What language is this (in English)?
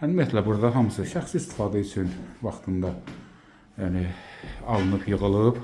Azerbaijani